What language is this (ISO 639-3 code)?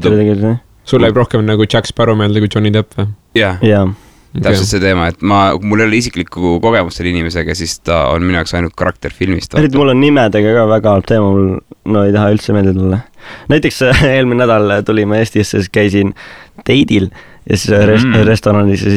est